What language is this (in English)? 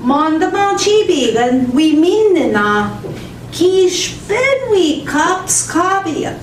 Central Ojibwa